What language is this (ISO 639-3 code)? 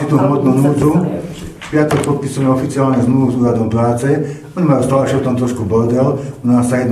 slk